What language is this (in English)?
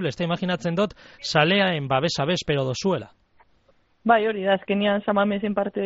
Basque